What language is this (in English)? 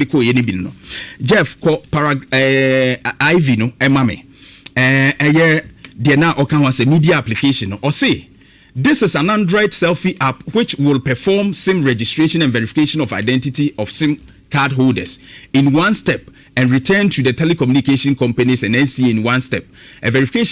Akan